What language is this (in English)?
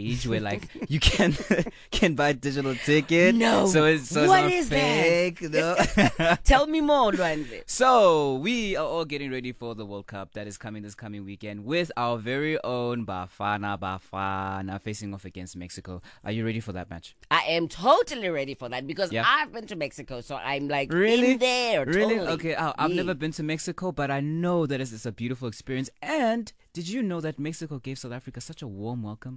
English